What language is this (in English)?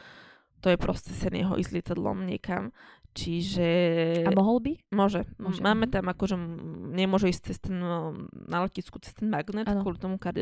Slovak